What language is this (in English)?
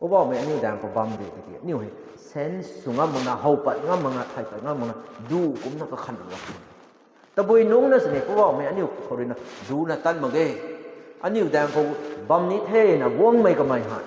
Rongmei Naga